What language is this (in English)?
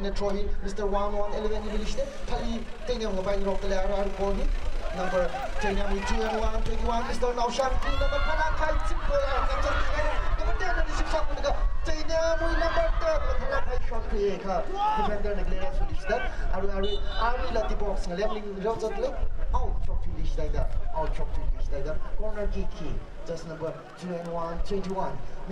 Tangkhul Naga (India)